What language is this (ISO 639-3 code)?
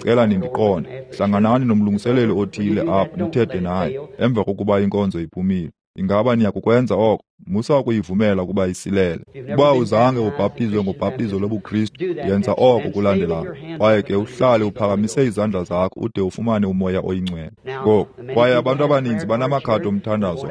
xho